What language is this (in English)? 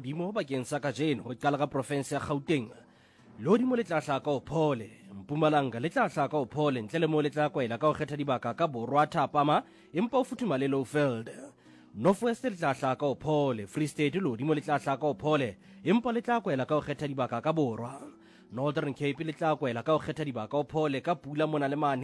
Southern Sotho